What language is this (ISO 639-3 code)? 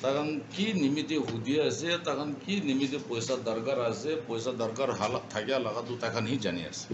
nag